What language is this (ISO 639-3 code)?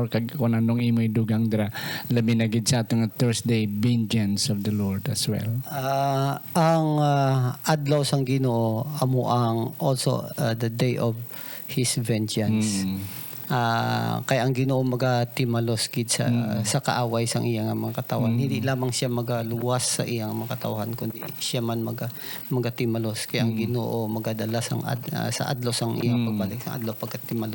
hil